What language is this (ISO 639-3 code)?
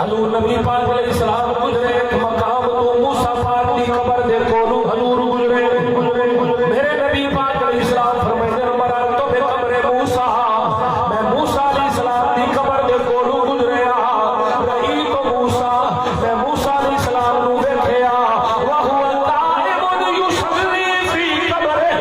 skr